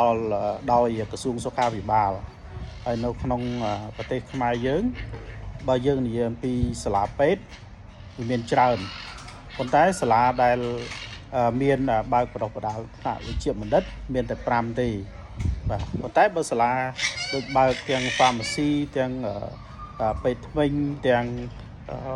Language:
Khmer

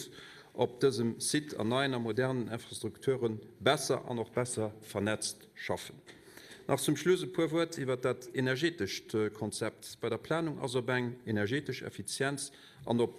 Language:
Luxembourgish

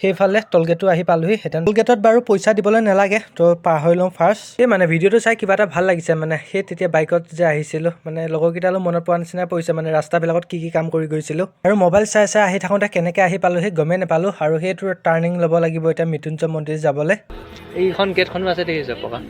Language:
Assamese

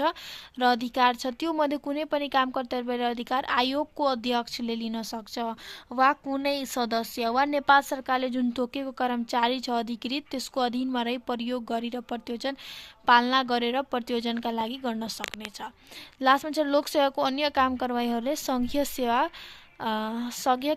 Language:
Nepali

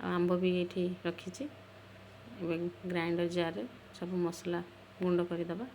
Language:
Odia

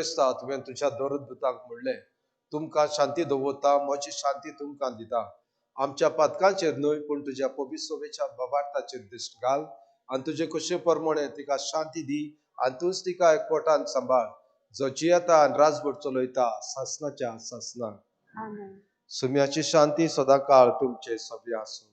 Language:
Konkani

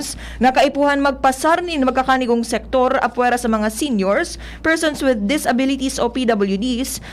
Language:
Bikol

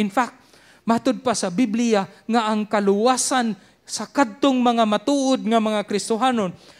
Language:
Cebuano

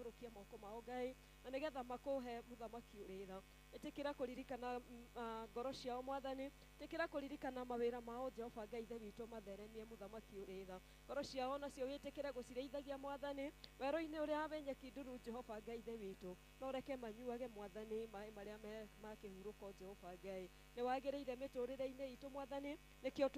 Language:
Kikuyu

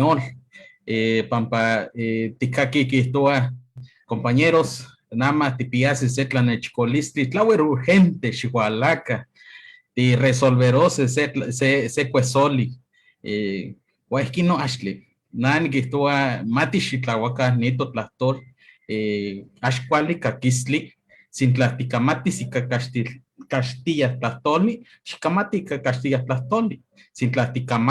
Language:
Eastern Huasteca Nahuatl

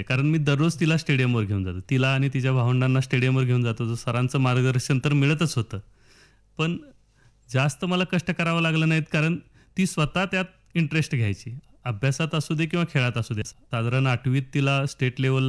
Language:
Marathi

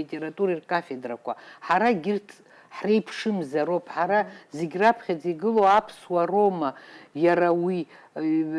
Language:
Abkhazian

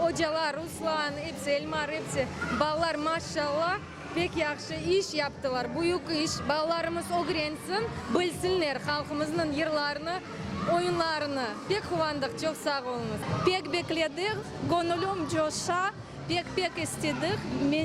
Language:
Crimean Tatar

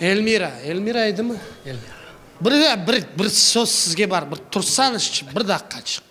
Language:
Crimean Tatar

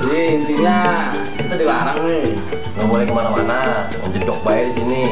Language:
Betawi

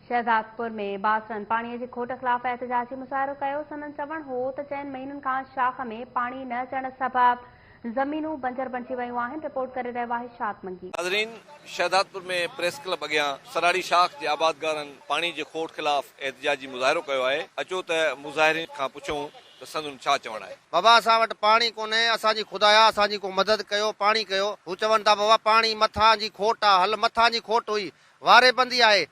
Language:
Sindhi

